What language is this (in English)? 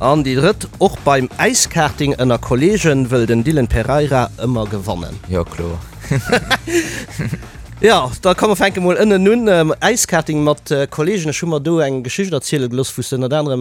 Luxembourgish